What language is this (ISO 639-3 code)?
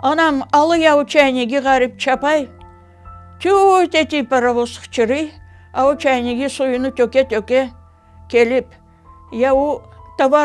crh